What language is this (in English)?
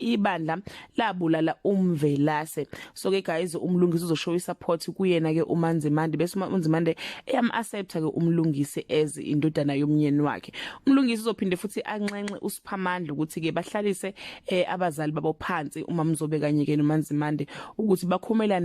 Zulu